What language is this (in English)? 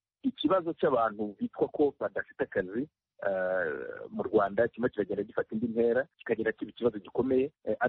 Kinyarwanda